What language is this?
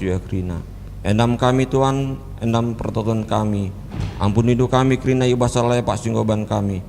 Batak Karo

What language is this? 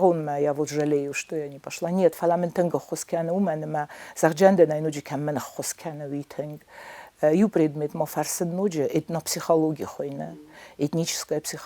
Ossetic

